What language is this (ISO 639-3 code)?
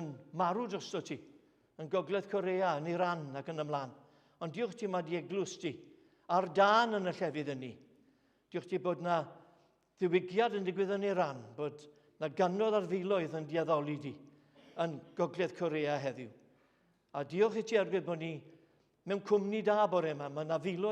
cym